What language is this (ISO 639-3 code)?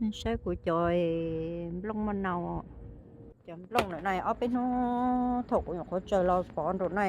hmn